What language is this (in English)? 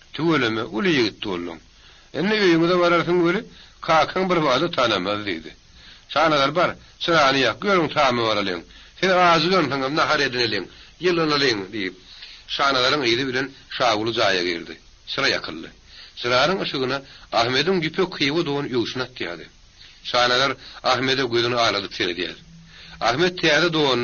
Turkmen